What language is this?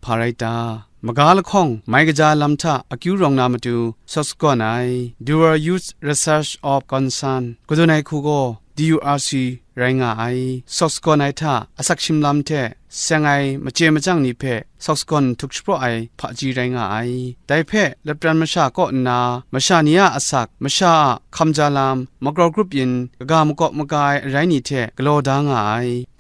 Kachin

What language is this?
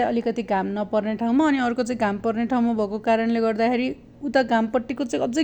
Nepali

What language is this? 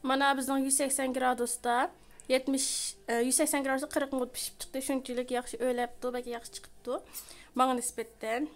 Uyghur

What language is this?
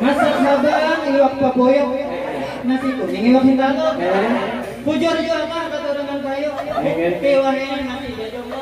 Banjar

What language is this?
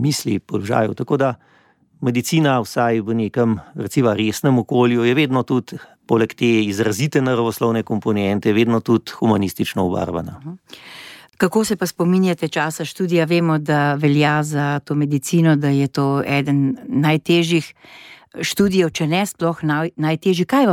Slovenian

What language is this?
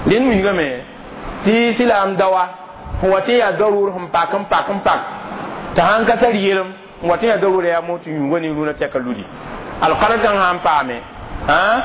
Mossi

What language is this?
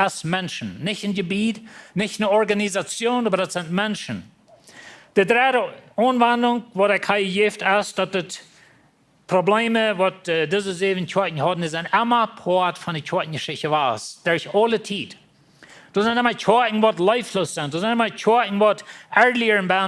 Plautdietsch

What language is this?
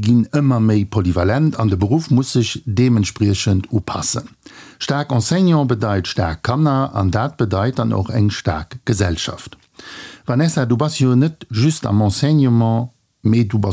Luxembourgish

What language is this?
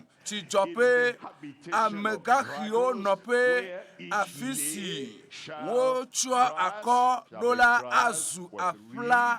Ewe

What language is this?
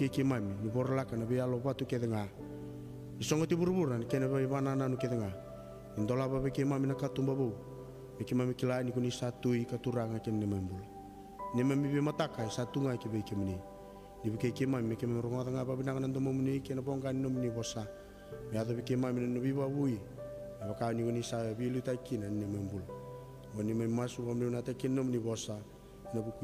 Fijian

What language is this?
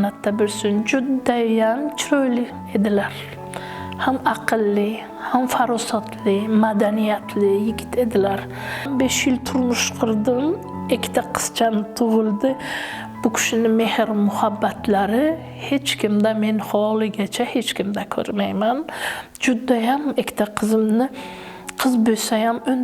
Uzbek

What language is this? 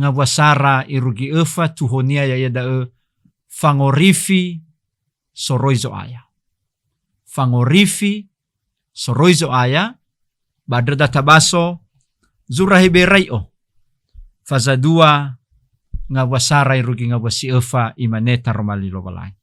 Nias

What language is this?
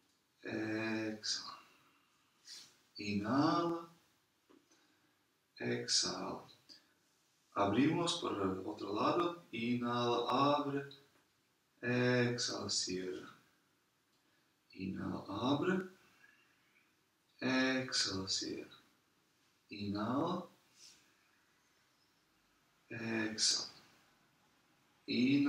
Spanish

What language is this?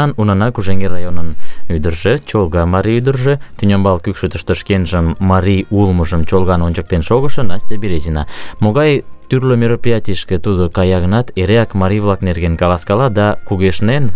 Mari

